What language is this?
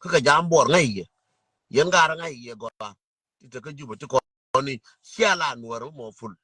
Nuer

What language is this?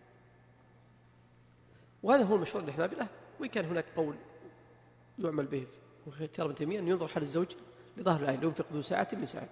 Arabic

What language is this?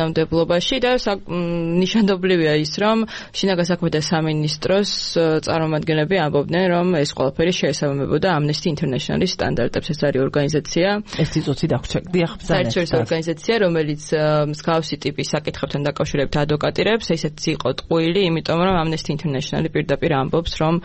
Georgian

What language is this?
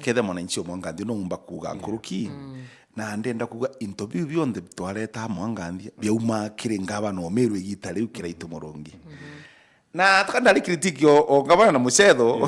Meru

